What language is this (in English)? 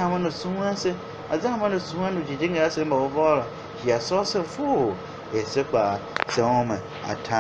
Tiv